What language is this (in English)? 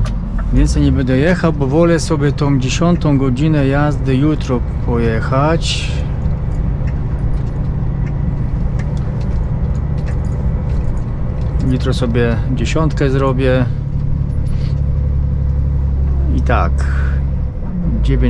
Polish